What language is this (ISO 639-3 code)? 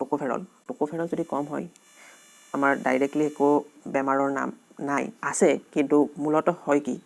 asm